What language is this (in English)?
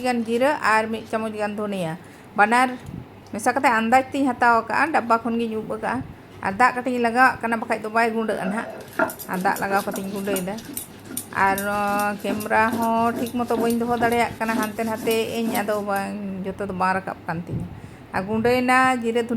Santali